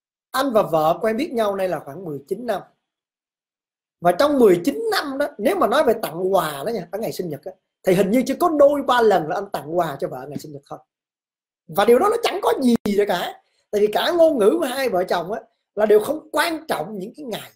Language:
Vietnamese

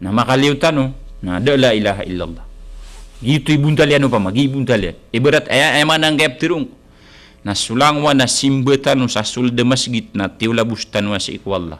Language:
Maranao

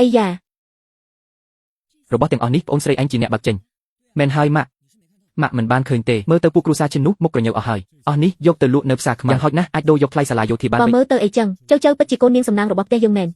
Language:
Khmer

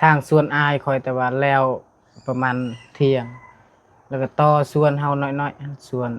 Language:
Lao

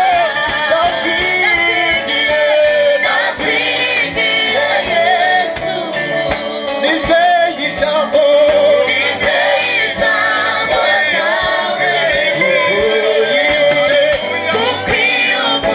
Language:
Kinyarwanda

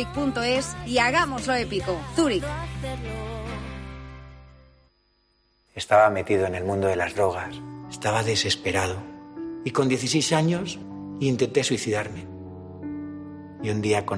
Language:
Spanish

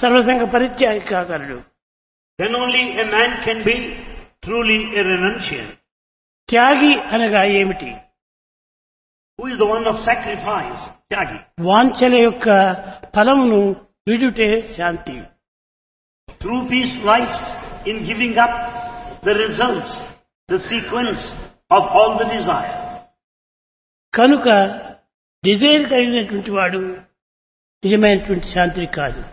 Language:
Telugu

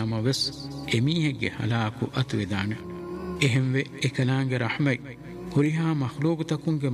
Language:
Divehi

